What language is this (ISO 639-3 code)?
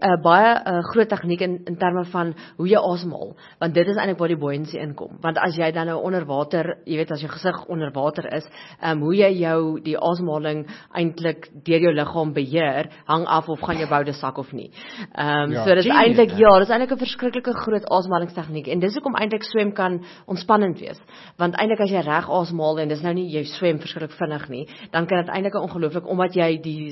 afr